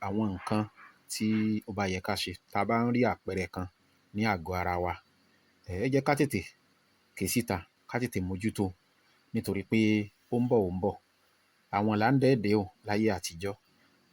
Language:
Yoruba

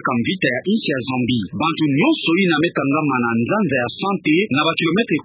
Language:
Kituba (Democratic Republic of Congo)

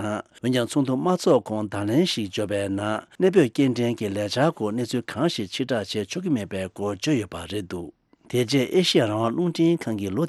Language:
Tibetan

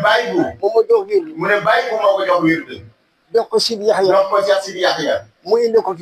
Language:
Wolof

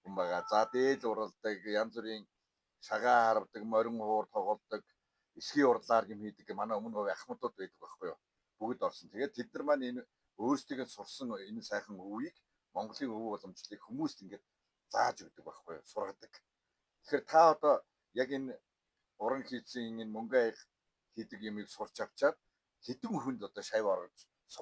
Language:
Mongolian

